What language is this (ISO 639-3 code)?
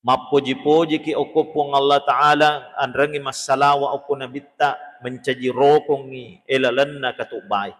bug